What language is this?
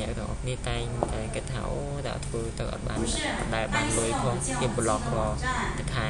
Khmer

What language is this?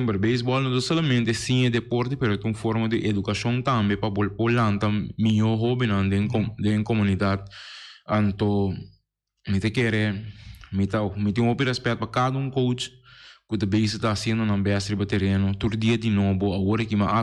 Papiamento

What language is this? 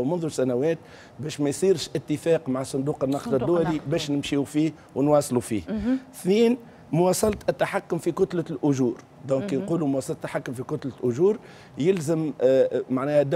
Tunisian Arabic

